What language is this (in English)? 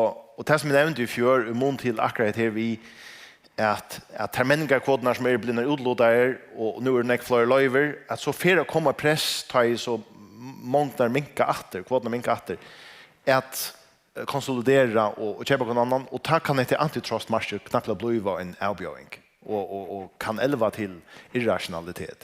Faroese